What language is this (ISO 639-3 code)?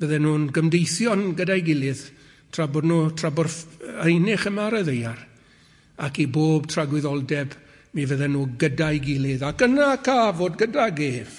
cym